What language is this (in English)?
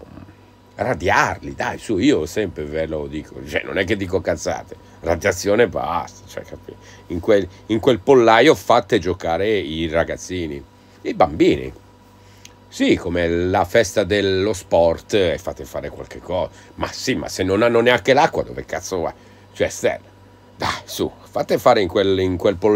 Italian